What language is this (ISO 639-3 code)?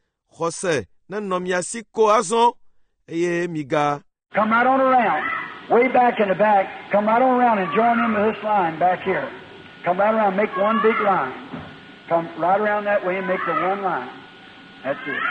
ewe